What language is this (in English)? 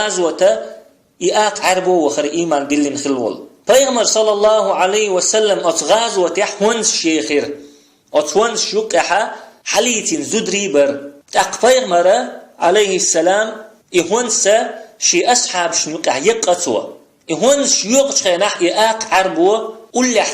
Chechen